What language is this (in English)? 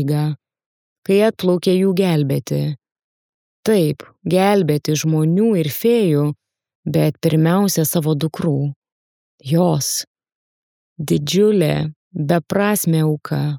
Lithuanian